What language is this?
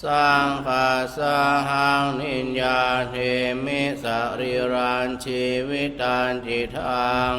Pali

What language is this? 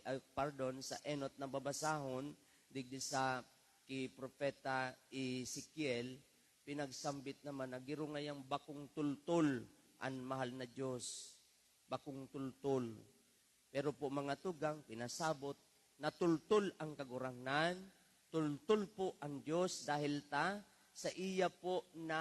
Bikol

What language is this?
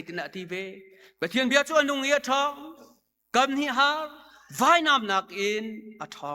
Hakha Chin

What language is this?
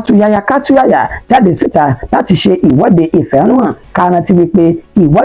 Yoruba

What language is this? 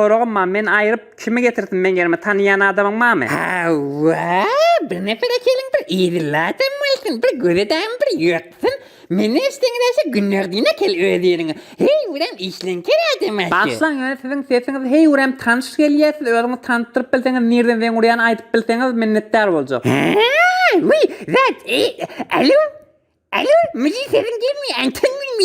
Turkmen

